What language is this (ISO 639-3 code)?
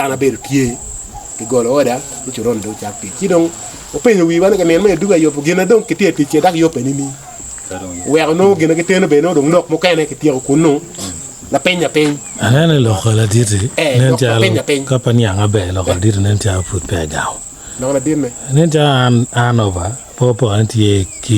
ach